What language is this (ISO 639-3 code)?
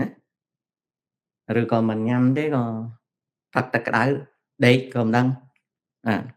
khm